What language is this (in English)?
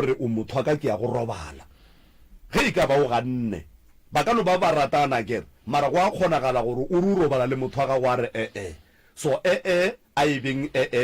Northern Sotho